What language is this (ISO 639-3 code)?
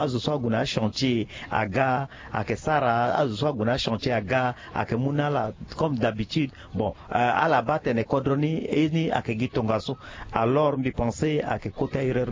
sag